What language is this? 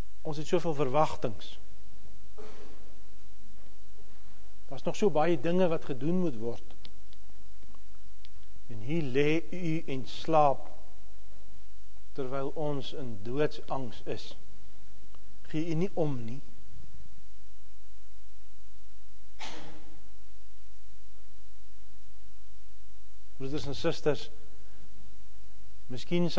Afrikaans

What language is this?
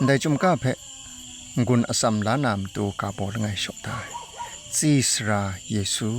Kachin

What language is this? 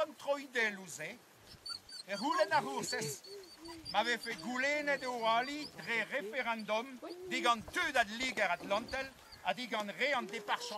Breton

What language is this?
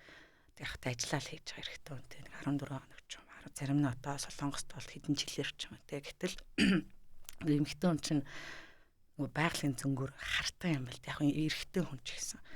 Mongolian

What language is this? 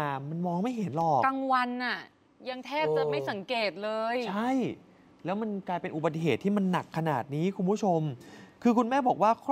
Thai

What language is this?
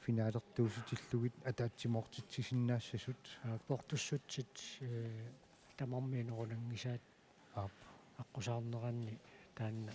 Kalaallisut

